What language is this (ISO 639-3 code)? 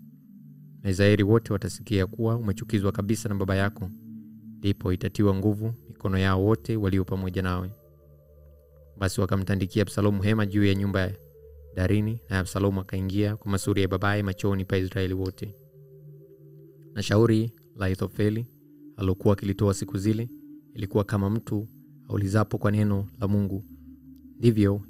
swa